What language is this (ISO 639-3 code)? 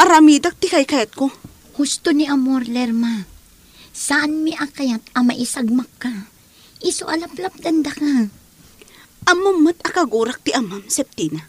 ilo